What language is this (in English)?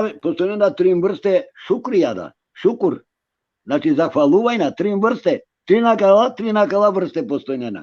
Balkan Romani